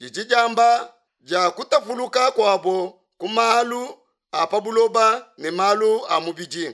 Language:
Luba-Lulua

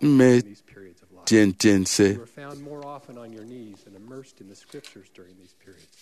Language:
Efik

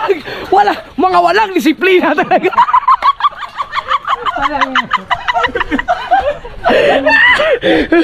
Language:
Filipino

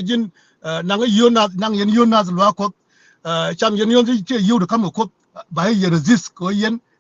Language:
Nuer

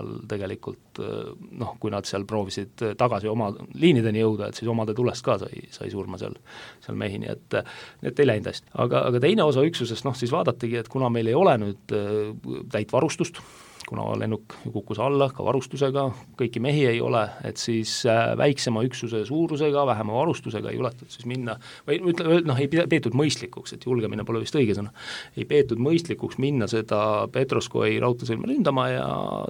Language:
Estonian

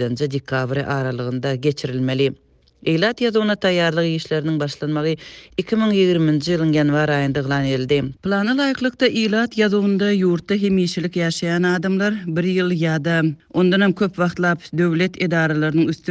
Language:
Turkmen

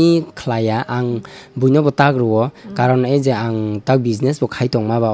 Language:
Kok Borok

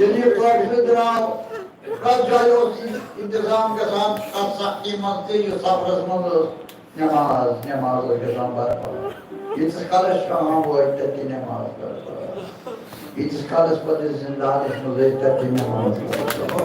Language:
Kashmiri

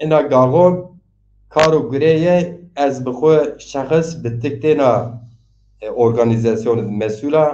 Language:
Zaza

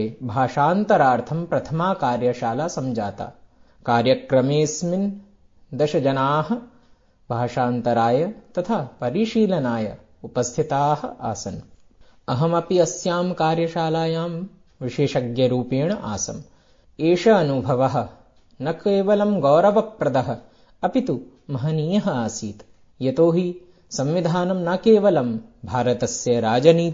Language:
Sanskrit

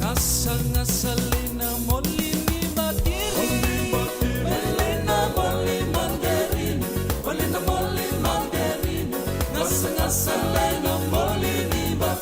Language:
Fijian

